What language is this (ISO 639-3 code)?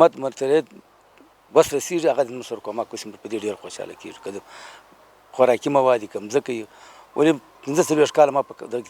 pus